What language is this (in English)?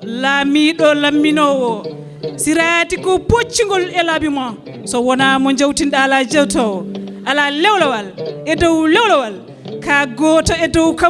Fula